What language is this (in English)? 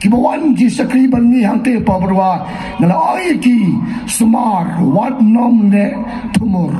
Khasi